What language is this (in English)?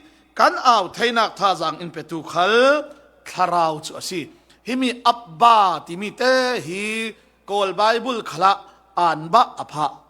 Falam Chin